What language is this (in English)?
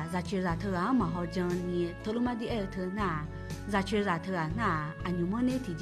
Akha